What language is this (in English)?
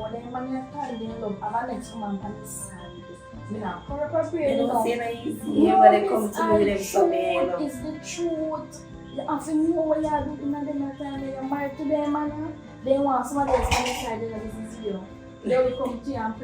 Jamaican Creole English